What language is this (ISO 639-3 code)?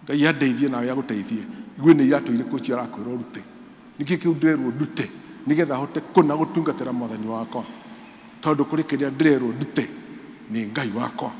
kik